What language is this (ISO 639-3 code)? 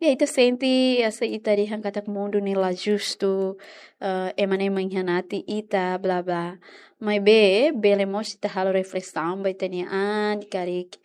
tet